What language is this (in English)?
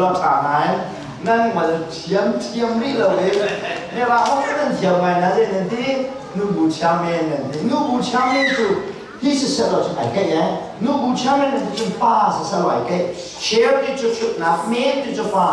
Hakha Chin